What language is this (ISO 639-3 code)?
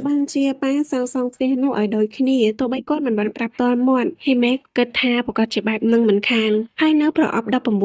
khm